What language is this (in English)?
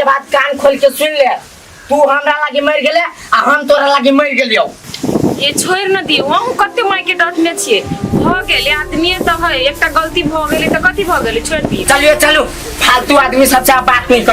Maithili